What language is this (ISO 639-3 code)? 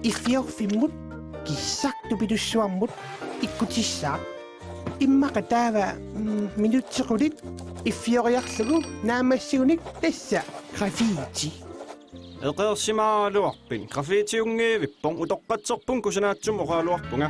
kal